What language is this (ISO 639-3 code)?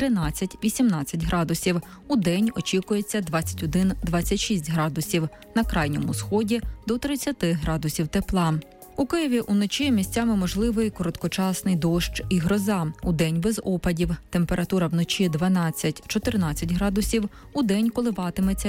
ukr